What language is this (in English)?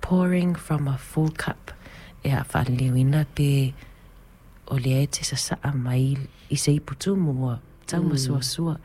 Samoan